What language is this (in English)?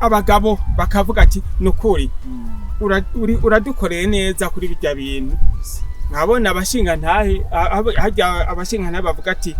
Rundi